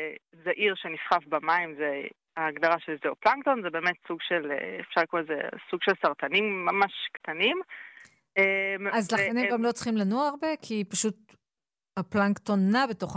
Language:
Hebrew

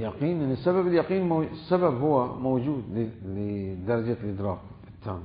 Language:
Mesopotamian Arabic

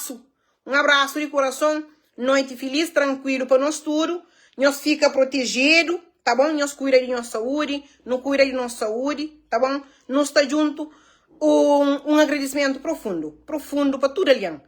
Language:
Kabuverdianu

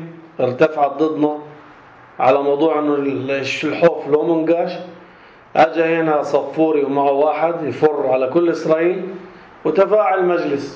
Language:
North Levantine Arabic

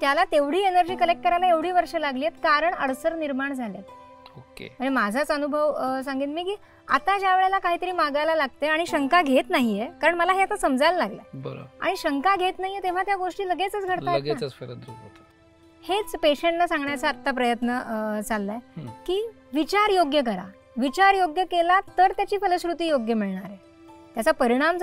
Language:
Marathi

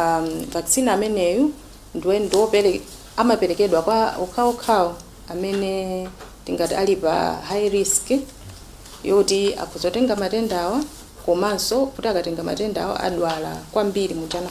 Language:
Nyanja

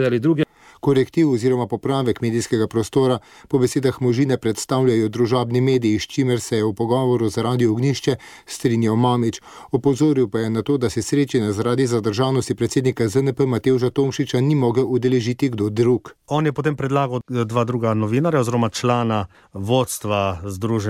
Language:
Slovenian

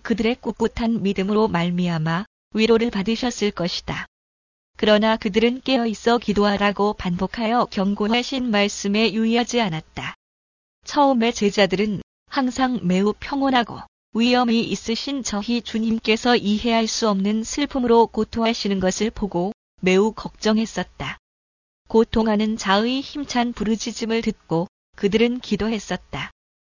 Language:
Korean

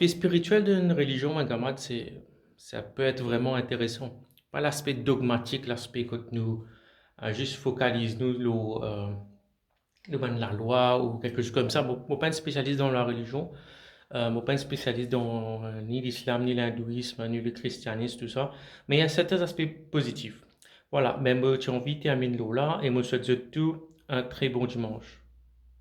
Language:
Morisyen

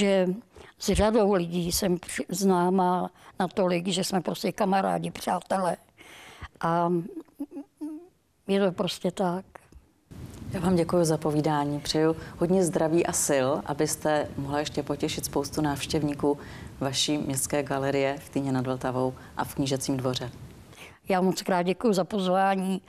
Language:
Czech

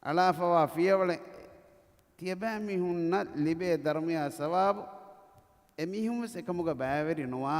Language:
Divehi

